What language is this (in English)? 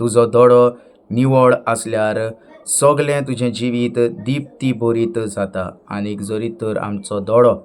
Konkani